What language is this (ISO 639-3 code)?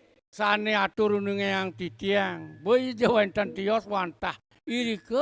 ban